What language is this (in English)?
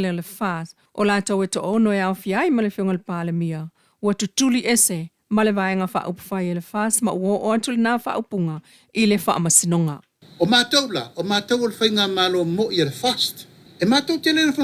Samoan